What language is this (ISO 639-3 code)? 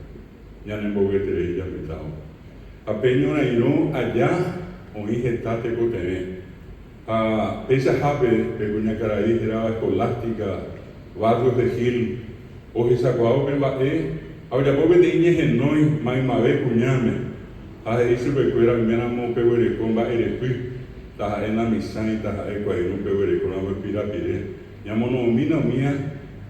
grn